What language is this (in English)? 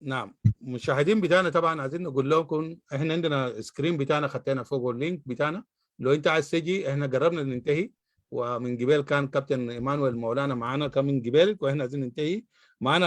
Sudanese Arabic